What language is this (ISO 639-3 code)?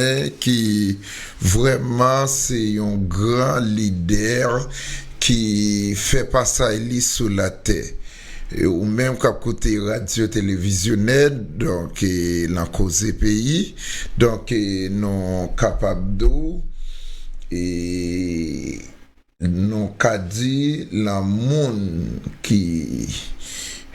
hat